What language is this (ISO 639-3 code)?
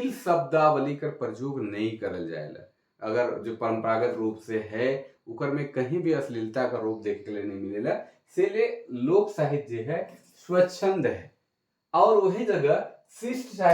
sck